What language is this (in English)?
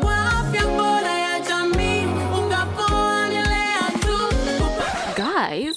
Meru